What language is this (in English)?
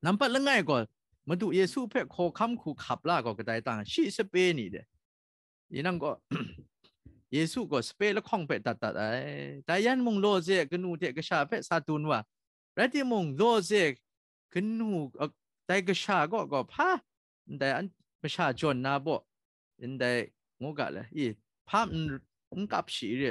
Kachin